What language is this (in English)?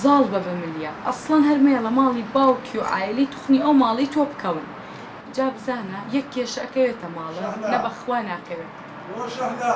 Central Kurdish